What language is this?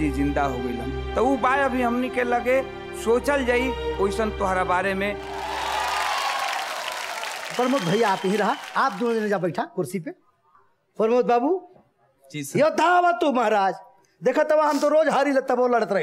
Bhojpuri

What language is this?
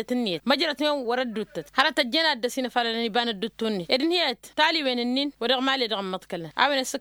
Tamasheq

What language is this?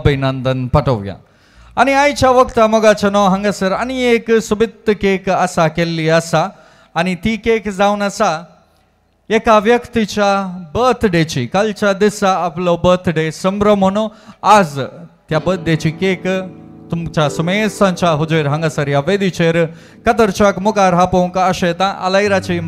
Konkani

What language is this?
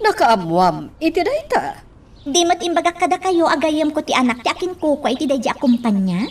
Iloko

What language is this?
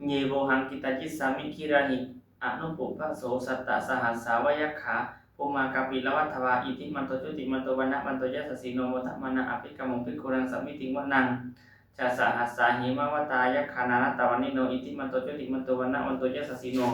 Pali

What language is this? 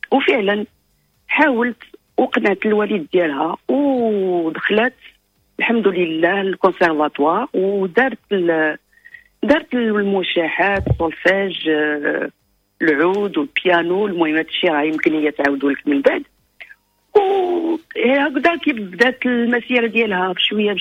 Moroccan Arabic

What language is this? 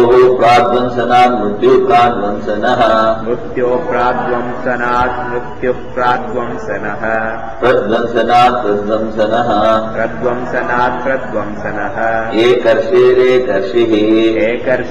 Sanskrit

